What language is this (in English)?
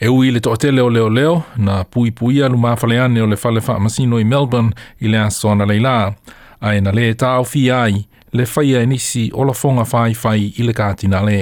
Samoan